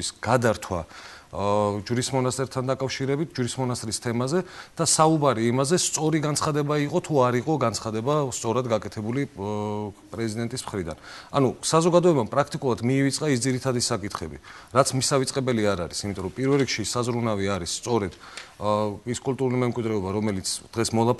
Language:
Georgian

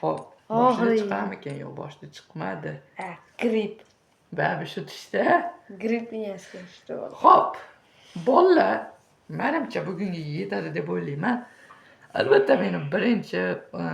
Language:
Uzbek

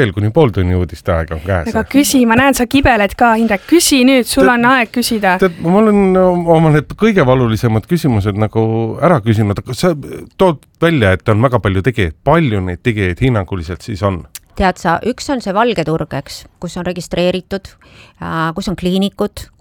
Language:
Estonian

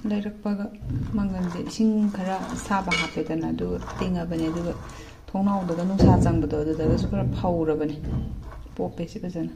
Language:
Manipuri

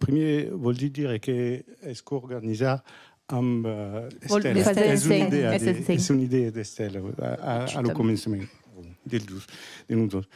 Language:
Occitan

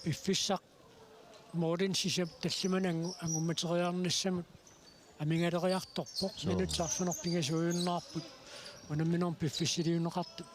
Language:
Kalaallisut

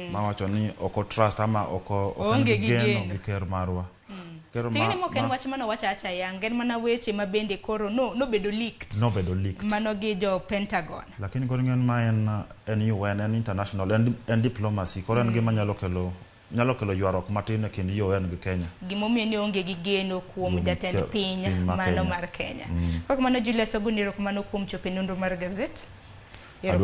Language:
Luo (Kenya and Tanzania)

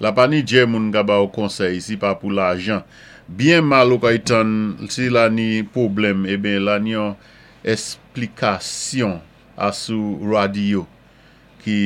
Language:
Saint Lucian Creole French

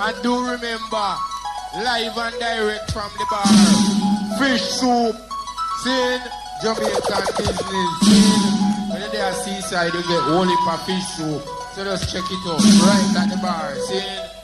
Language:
Jamaican Creole English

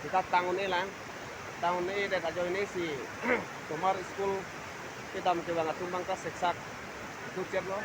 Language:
Karbi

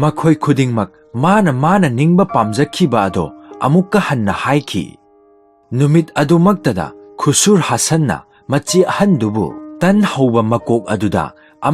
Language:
Manipuri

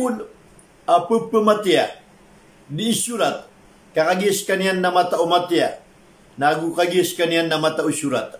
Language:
Maranao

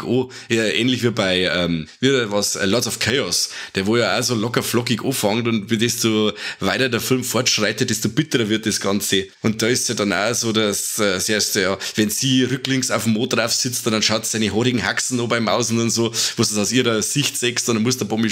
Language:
Bavarian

